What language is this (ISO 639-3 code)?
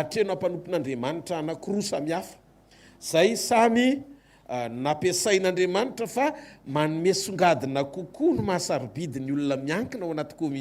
mlg